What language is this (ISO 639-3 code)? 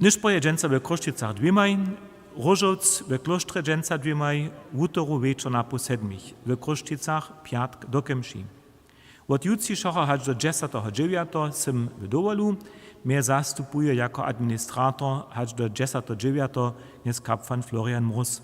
hsb